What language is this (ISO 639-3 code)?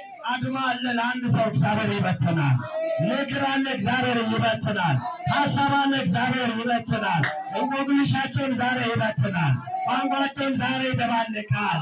amh